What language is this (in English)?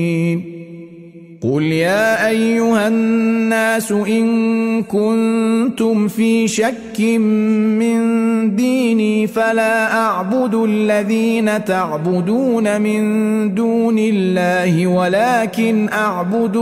Arabic